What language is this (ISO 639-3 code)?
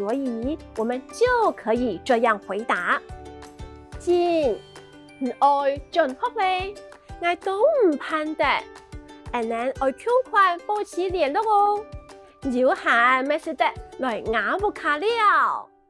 hak